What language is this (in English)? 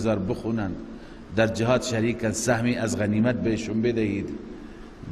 Persian